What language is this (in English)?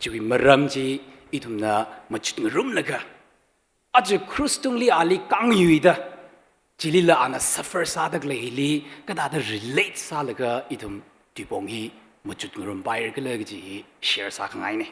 Tangkhul Naga (India)